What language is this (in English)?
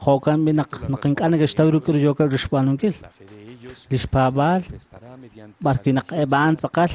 Kekchí